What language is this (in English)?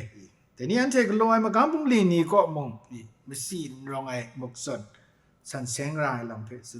Kachin